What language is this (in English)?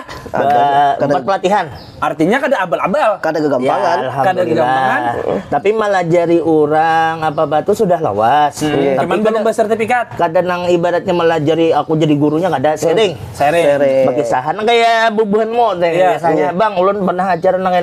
Banjar